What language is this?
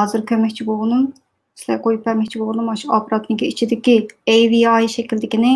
Uyghur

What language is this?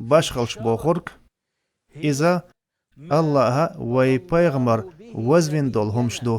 Chechen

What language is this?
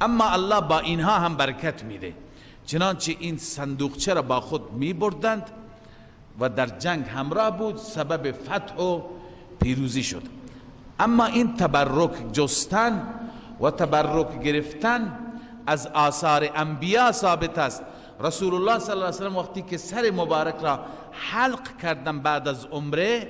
Persian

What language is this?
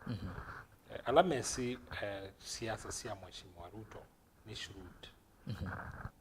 Kamba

